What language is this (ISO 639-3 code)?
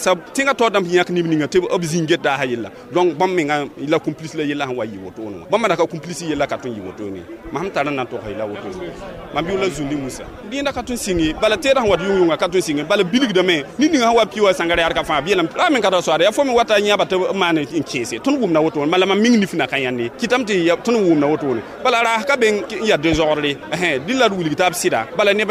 mos